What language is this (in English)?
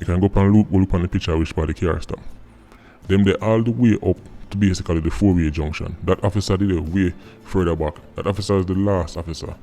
Jamaican Creole English